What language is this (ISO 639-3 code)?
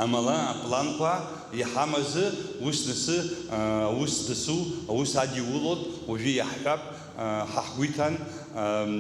abk